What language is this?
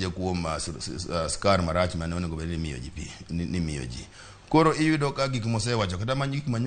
Luo (Kenya and Tanzania)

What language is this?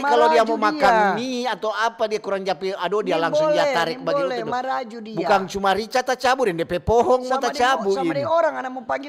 Manado Malay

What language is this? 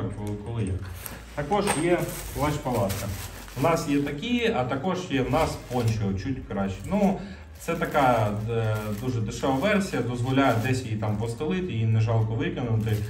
Ukrainian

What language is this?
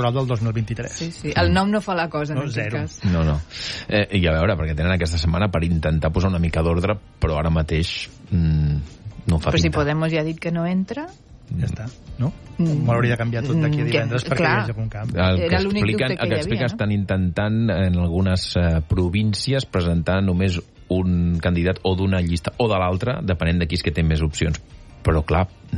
Catalan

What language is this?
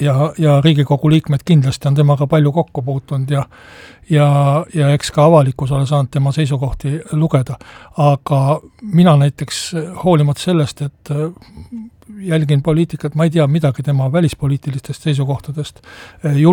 Estonian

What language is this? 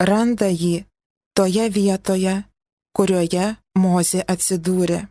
Lithuanian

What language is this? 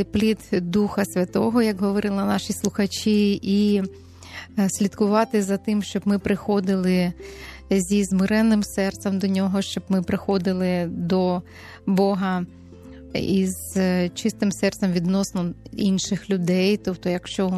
Ukrainian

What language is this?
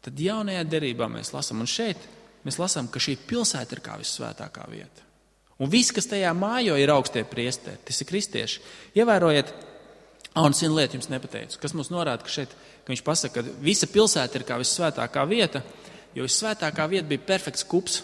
Latvian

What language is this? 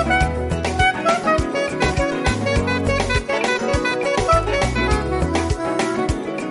Swahili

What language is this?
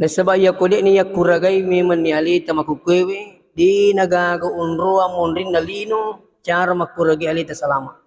Buginese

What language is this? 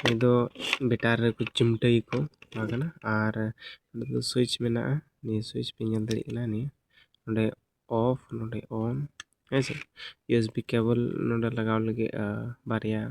Santali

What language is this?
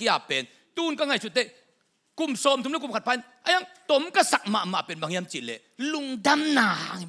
Tedim Chin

